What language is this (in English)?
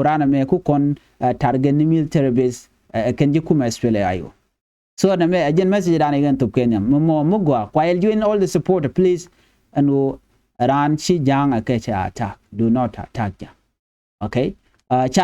Nuer